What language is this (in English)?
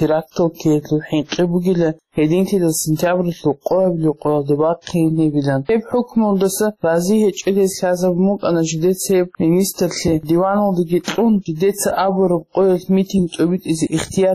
Avaric